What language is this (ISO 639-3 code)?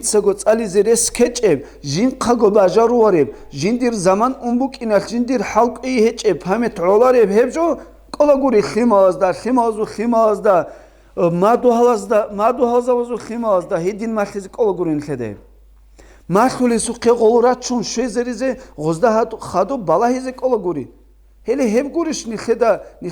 ava